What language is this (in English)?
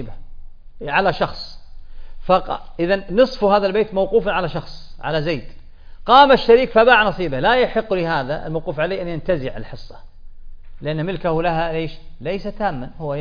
Arabic